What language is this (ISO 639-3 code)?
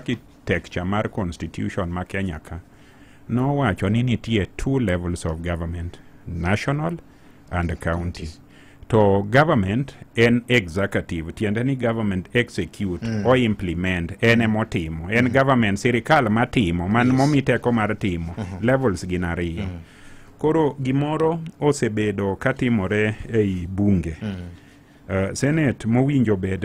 luo